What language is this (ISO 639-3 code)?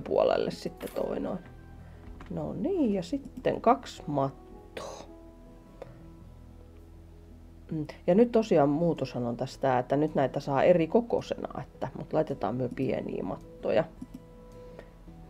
fin